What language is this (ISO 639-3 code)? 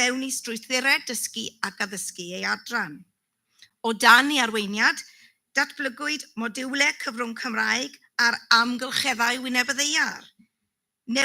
cym